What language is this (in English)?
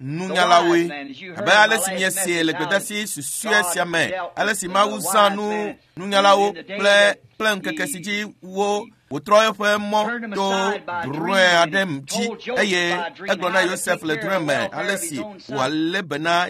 Ewe